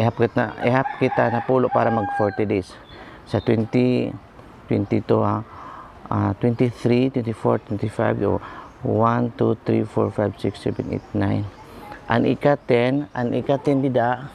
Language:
Waray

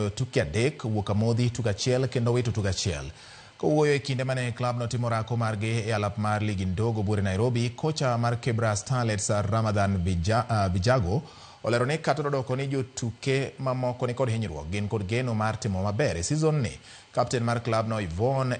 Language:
Luo (Kenya and Tanzania)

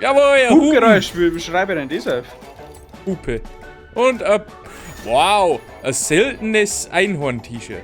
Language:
Bavarian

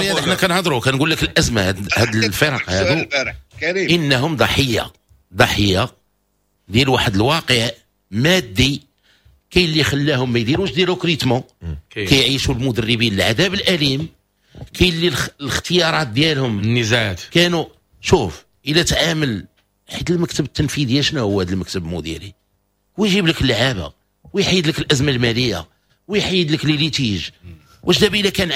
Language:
Moroccan Arabic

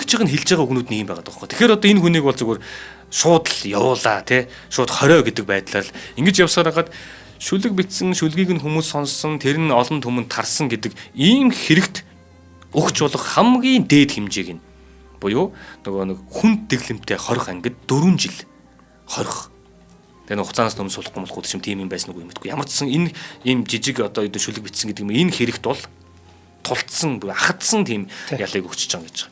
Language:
Mongolian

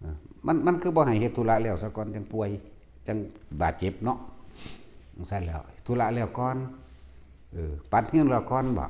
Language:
Northeastern Thai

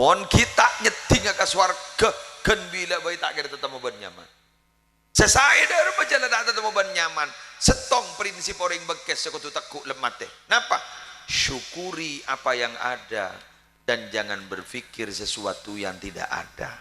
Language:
Madurese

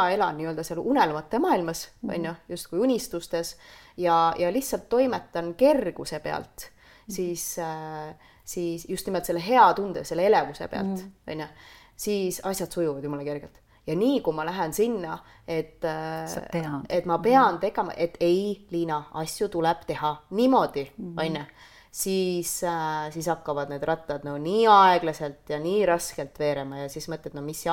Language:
Estonian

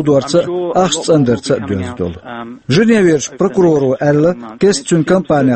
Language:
Chechen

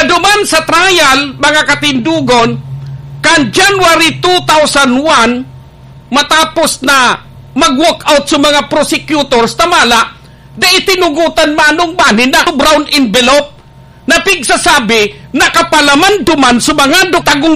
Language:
Bikol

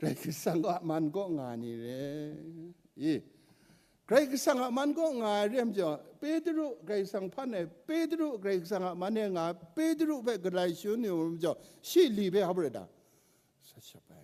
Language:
Kachin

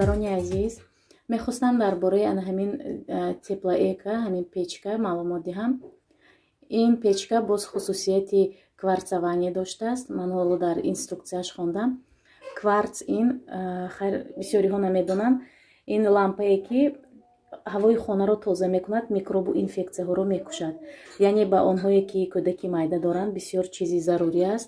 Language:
Tajik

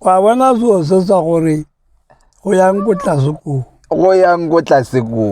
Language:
Tswana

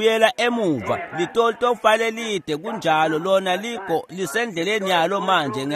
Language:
Swati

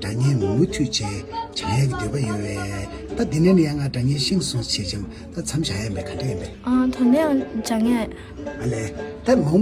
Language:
Tibetan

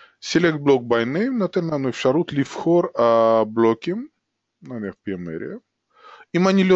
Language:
Hebrew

